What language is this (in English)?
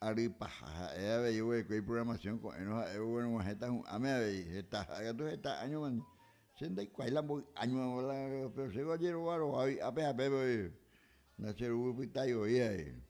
Guarani